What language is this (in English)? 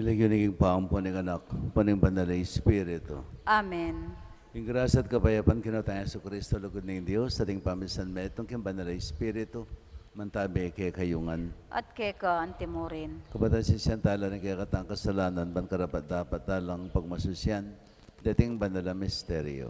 Pampanga